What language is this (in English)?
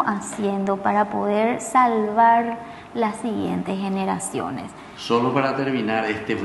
Spanish